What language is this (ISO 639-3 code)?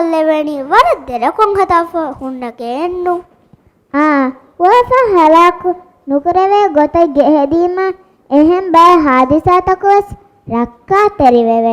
div